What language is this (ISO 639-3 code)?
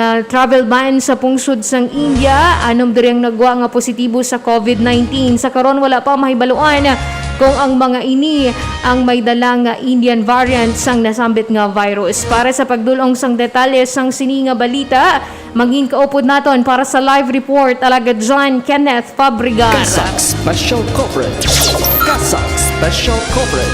hil